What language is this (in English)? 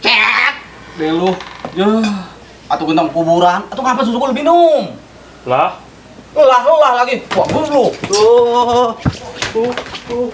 Betawi